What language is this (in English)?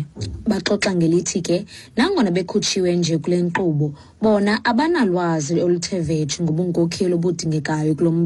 Xhosa